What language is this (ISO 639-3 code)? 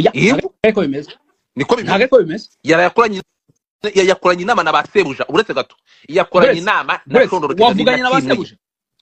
kin